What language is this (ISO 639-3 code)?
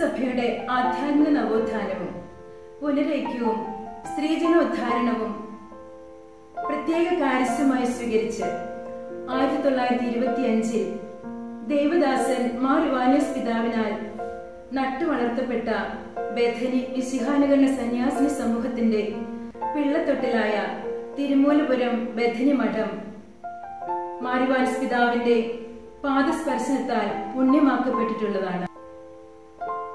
mal